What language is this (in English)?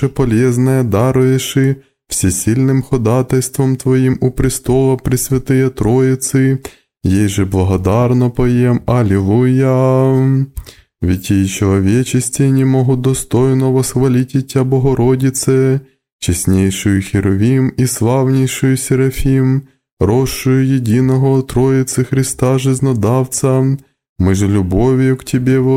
Russian